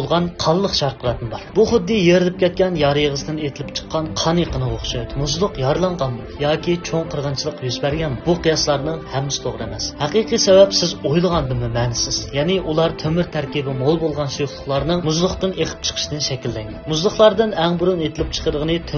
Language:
Uyghur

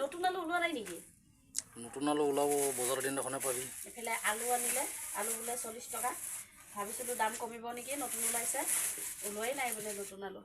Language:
Assamese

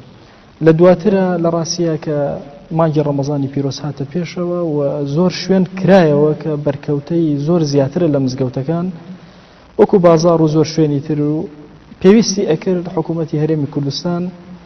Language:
Central Kurdish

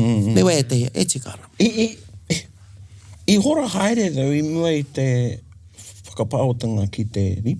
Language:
Māori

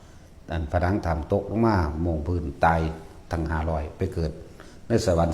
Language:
Lao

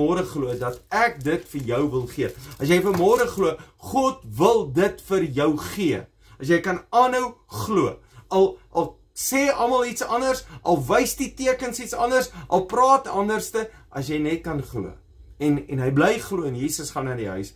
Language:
Afrikaans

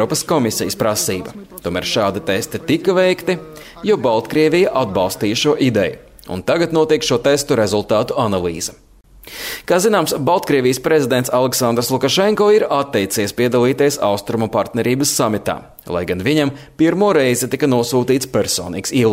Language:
Latvian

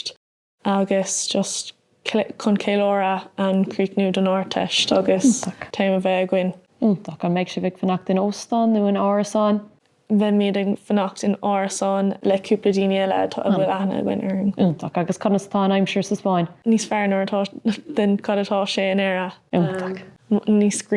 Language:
Irish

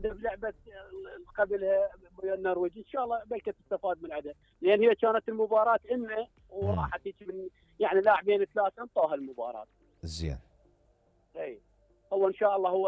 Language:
Mesopotamian Arabic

